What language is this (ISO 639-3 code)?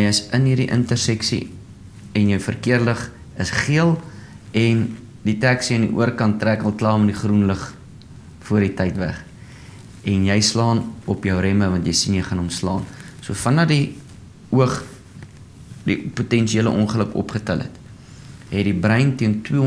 afr